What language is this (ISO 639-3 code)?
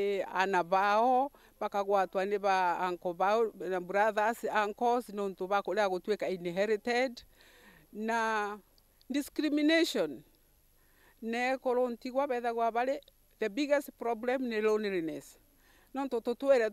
mer